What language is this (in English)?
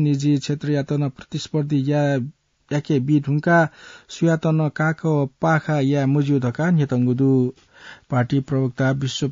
Newari